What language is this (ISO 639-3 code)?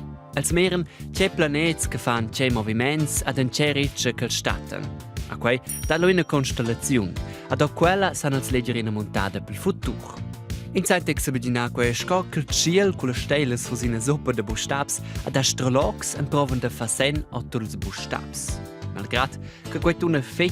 roh